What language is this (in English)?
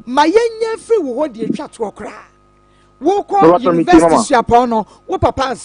Akan